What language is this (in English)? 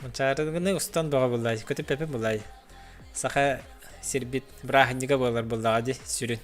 Yakut